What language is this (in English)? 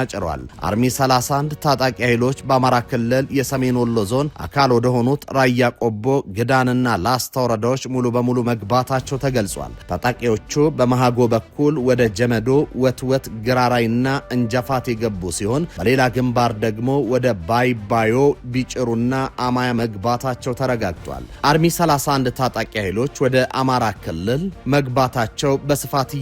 Amharic